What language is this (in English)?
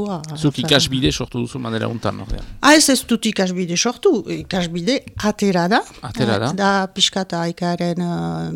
Basque